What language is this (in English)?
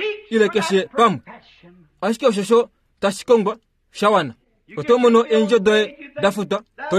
Kuanyama